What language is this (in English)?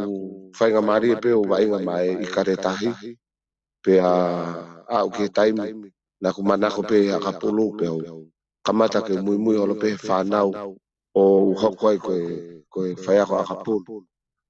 Tongan